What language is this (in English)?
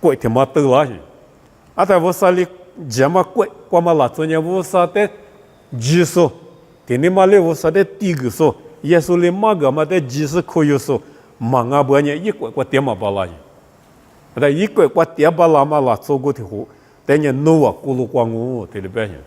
Lisu